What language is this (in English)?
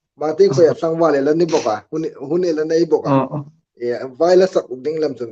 Hmar